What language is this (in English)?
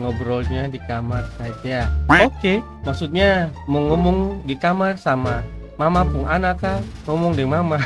Ambonese Malay